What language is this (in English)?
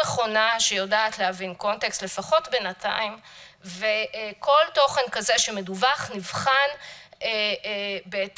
Hebrew